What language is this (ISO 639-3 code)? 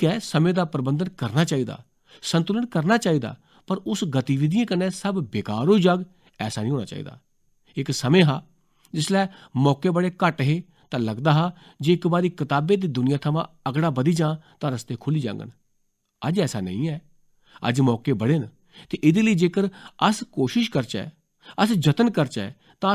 doi